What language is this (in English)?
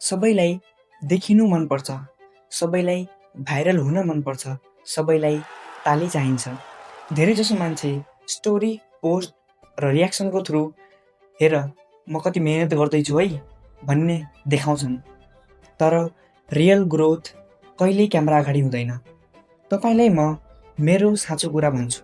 Nepali